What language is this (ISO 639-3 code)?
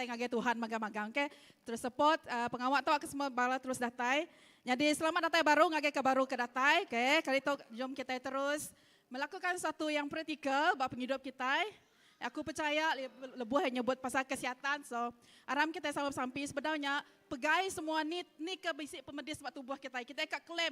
iba